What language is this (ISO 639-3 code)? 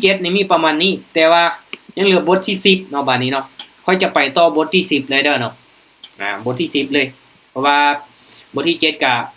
lao